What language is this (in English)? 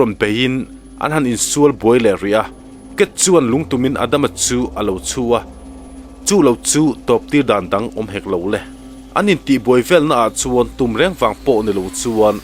Mizo